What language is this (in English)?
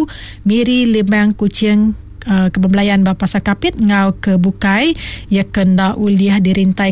Iban